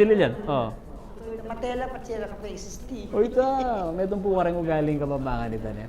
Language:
Pampanga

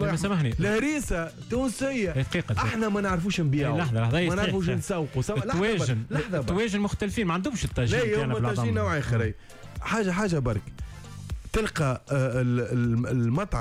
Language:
Tunisian Arabic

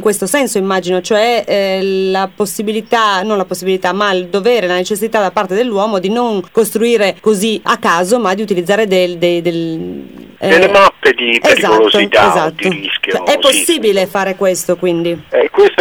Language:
Italian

